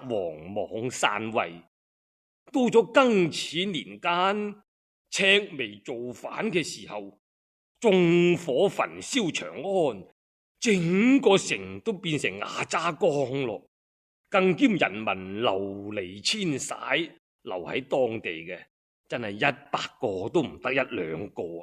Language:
Cantonese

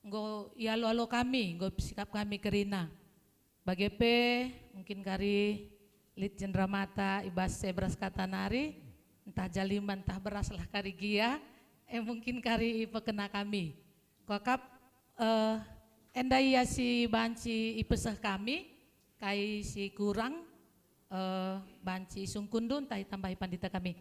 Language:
Batak Karo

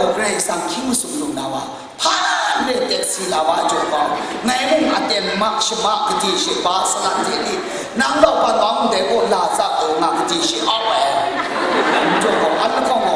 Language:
Kachin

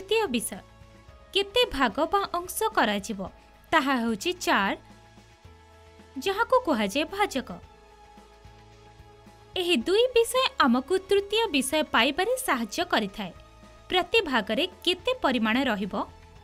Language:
Odia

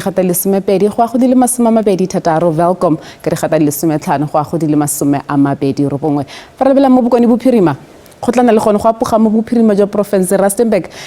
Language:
Tswana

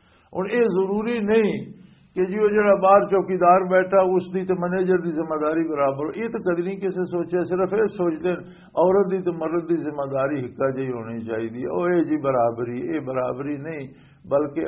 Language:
Western Panjabi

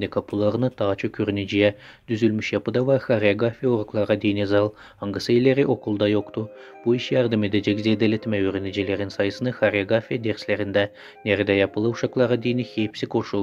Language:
Gagauz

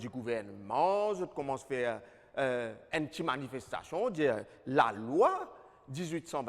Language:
Morisyen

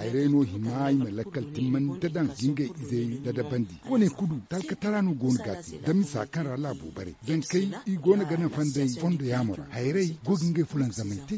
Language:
Zarma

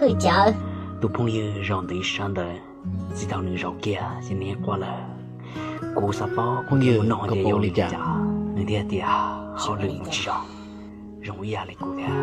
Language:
Hmong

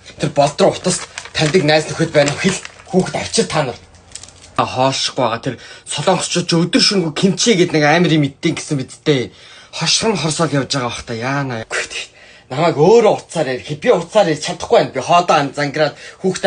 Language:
Mongolian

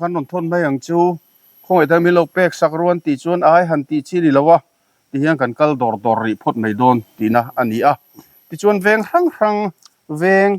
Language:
Mizo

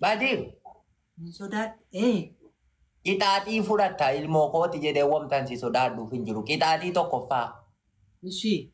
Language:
Oromo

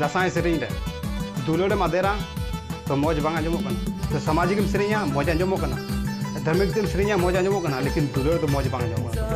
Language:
Santali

